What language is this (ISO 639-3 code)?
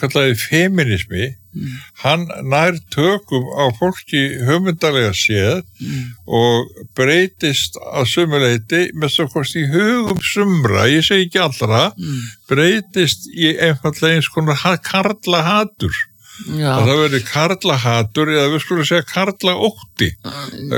isl